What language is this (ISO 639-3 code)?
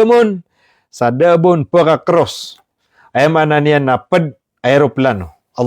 mrw